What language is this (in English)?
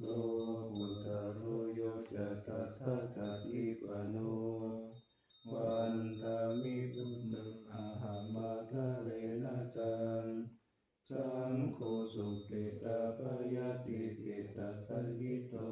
Pali